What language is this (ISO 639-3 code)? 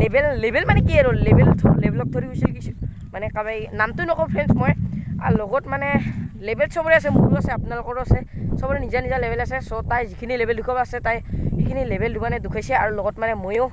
asm